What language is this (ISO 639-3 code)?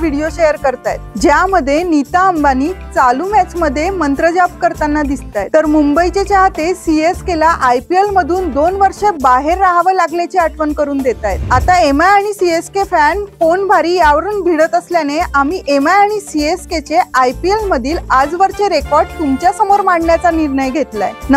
mar